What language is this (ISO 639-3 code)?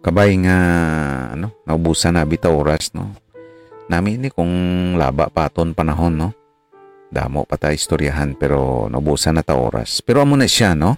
hil